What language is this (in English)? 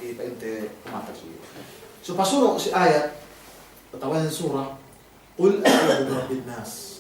Yakan